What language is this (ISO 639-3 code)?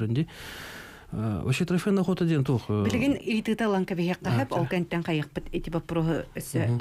sah